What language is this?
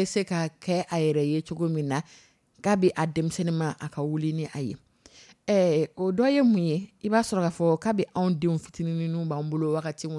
Dyula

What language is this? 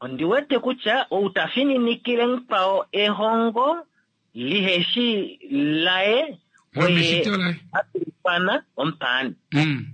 Kuanyama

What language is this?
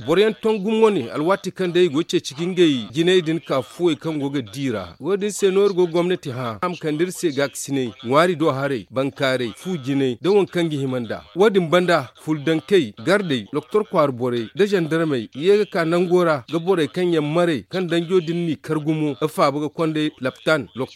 Zarma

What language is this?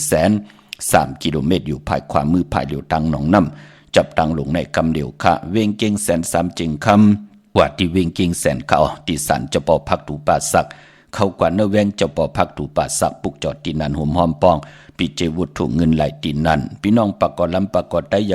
Shan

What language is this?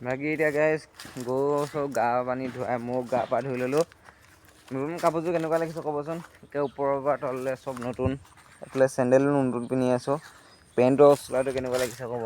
Assamese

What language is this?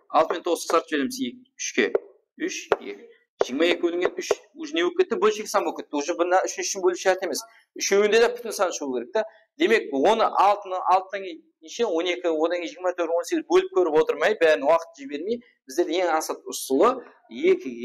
Kara-Kalpak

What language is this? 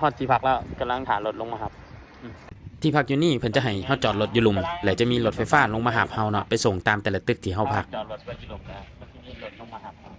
Lao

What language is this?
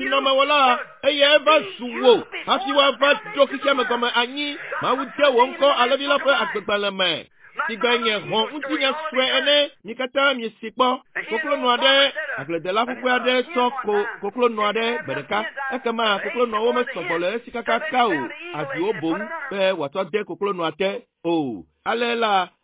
Ewe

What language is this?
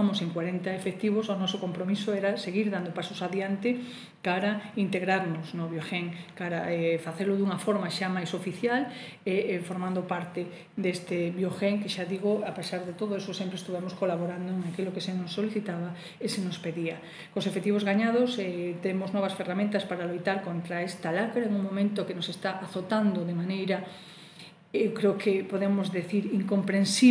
Galician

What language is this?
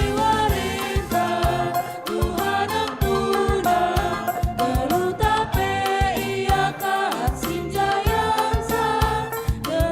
Batak Karo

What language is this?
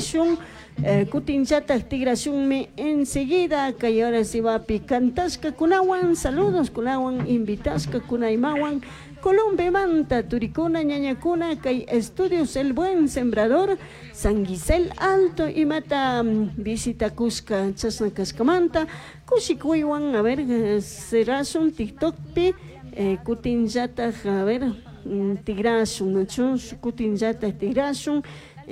Chimborazo Highland Quichua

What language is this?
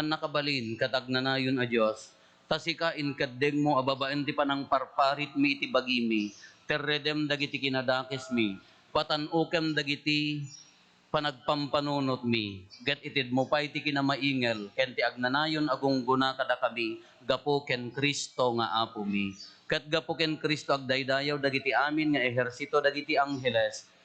Iloko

